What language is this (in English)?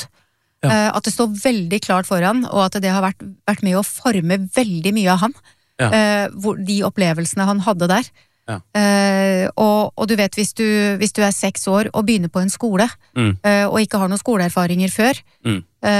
Norwegian